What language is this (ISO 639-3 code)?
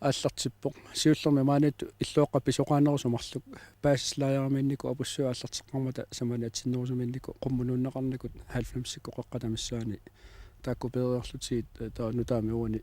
kal